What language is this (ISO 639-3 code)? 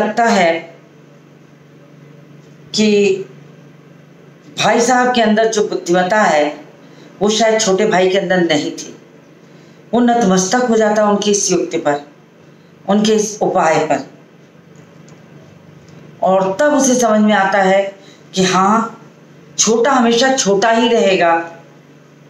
hin